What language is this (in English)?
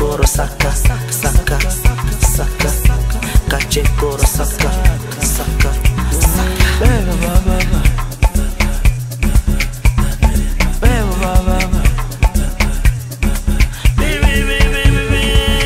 Swahili